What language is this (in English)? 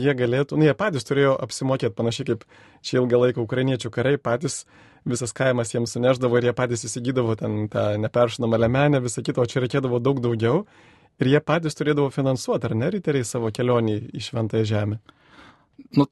Lithuanian